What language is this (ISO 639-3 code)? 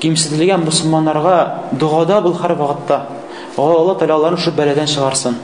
tat